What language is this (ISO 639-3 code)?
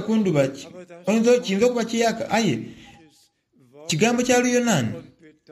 xog